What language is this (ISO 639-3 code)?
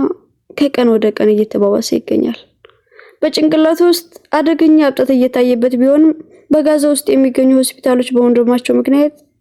amh